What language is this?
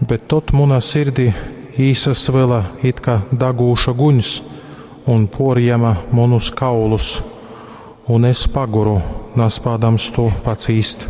Latgalian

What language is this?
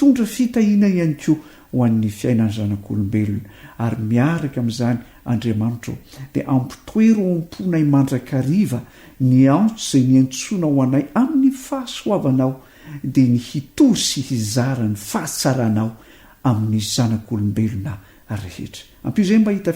Malagasy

